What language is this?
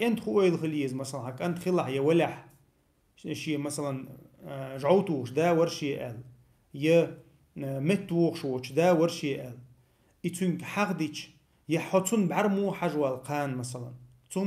Chechen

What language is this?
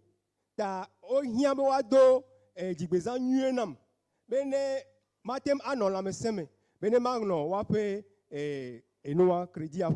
Ewe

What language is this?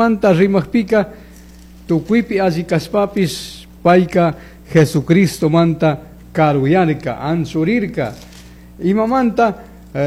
Chimborazo Highland Quichua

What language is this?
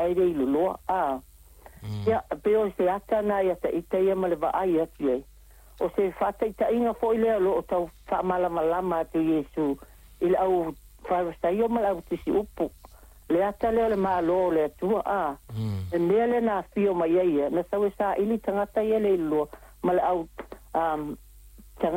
Samoan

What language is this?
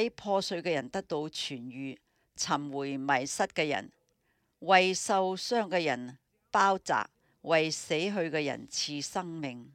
Cantonese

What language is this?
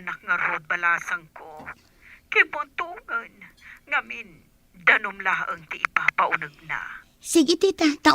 Iloko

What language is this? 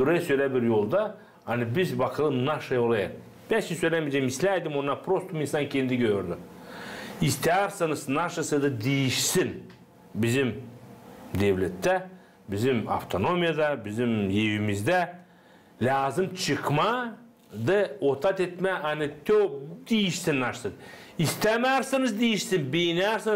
Gagauz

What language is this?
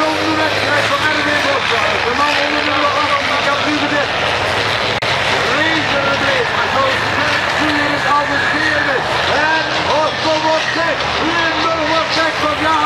Dutch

